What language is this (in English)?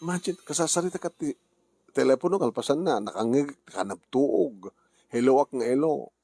Iloko